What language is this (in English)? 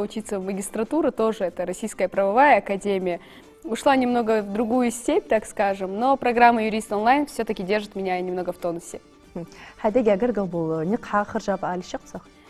Ingush